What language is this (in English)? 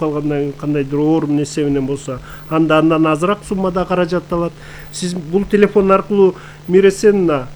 Kyrgyz